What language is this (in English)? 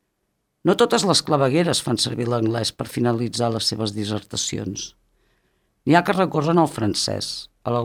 Catalan